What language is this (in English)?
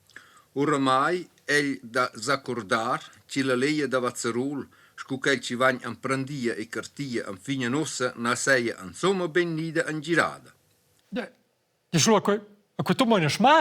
Romansh